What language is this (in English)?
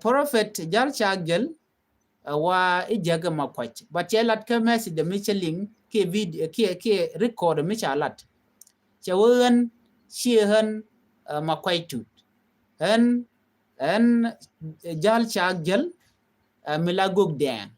Nuer